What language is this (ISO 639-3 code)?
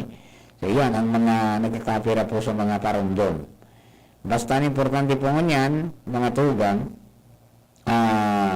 bik